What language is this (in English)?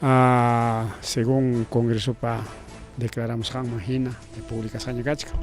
Ayacucho Quechua